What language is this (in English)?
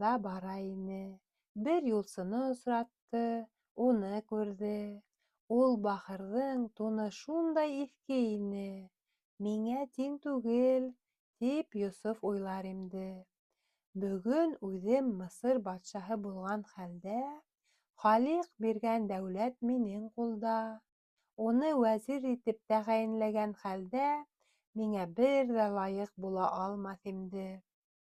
Bashkir